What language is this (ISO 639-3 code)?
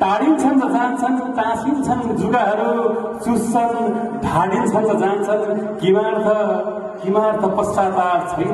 nep